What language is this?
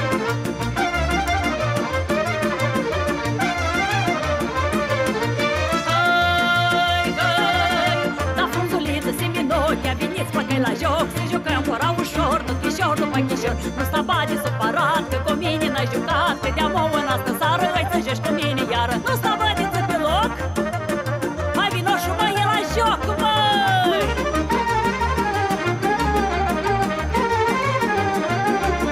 Romanian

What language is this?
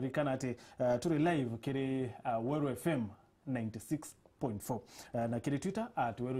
Meru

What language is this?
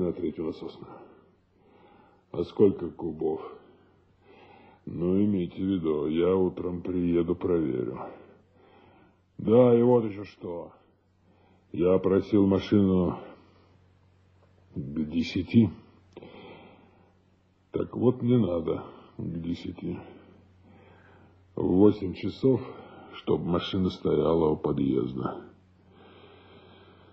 Russian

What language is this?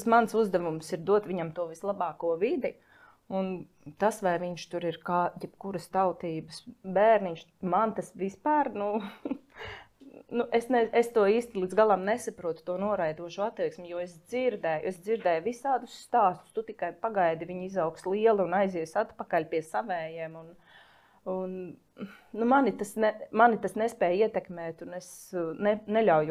Latvian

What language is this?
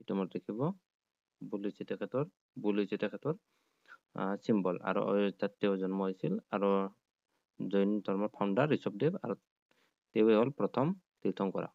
Assamese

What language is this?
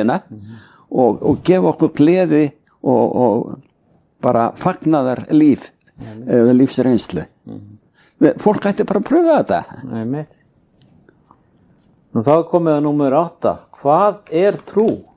Icelandic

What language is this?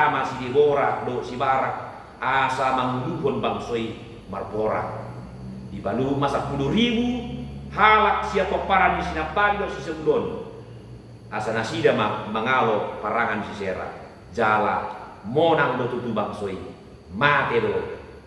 Batak Toba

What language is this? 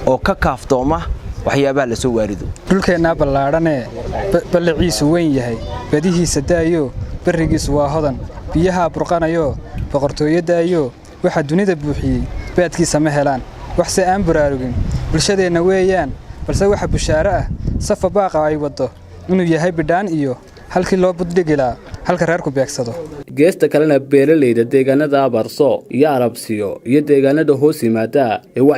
Somali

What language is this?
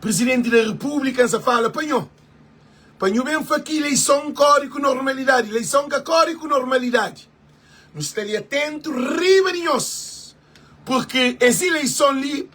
Kabuverdianu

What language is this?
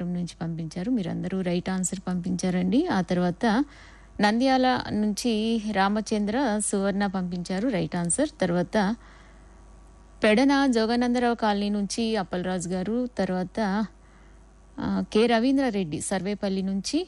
Telugu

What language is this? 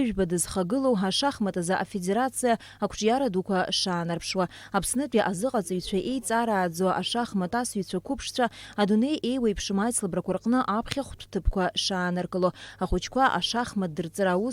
Abkhazian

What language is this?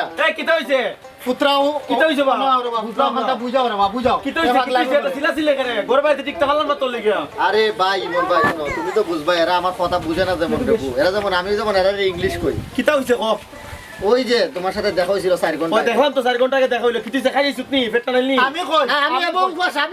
Sylheti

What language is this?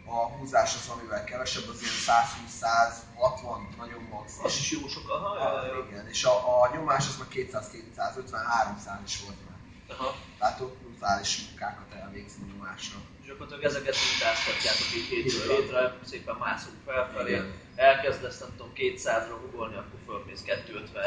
Hungarian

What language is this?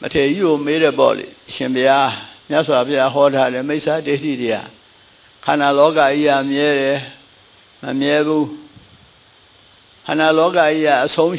Burmese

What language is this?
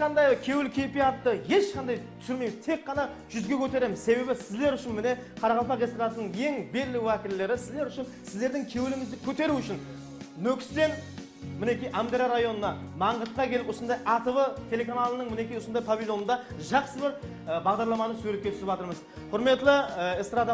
Kara-Kalpak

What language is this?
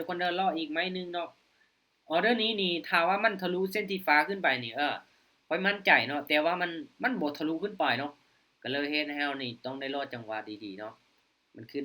Lao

